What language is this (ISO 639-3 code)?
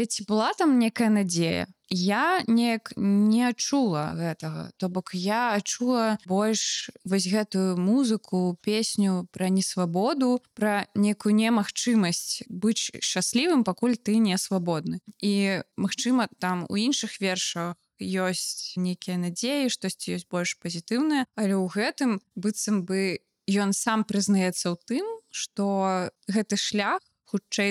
bel